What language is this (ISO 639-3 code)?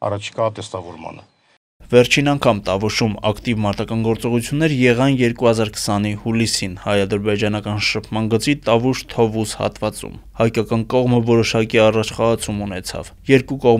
hye